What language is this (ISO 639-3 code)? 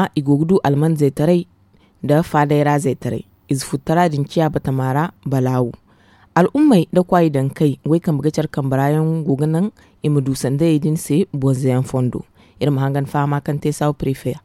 dje